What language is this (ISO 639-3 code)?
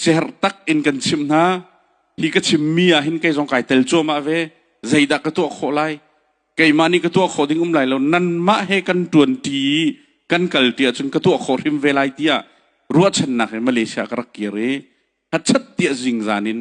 cnh